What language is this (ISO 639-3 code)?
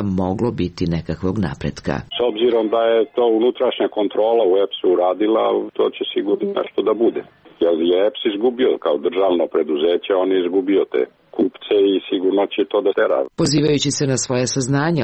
srp